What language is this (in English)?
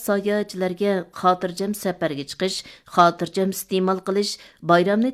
Uyghur